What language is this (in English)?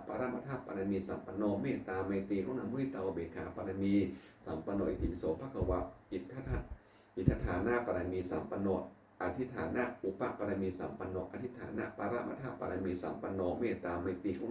Pali